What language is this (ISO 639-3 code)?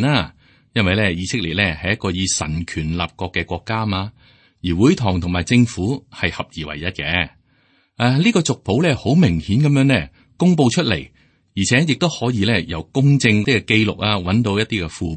yue